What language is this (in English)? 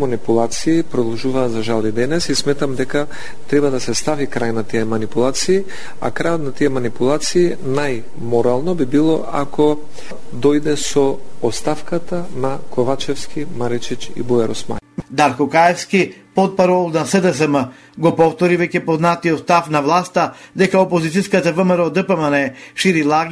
Macedonian